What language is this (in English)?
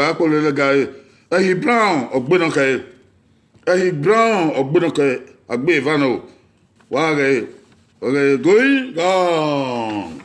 Bini